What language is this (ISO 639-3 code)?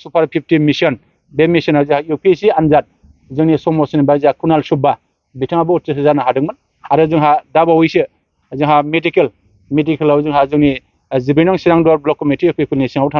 brx